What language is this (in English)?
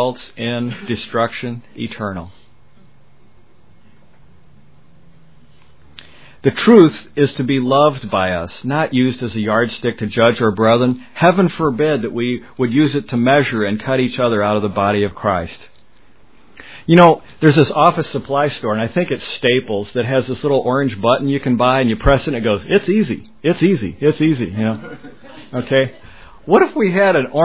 English